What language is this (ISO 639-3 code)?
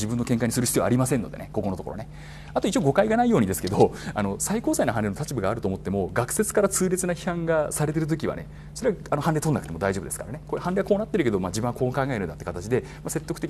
jpn